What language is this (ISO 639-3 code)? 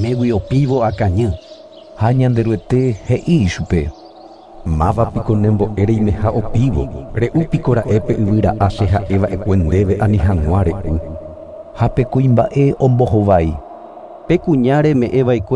grn